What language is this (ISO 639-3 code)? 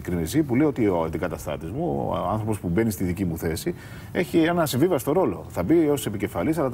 ell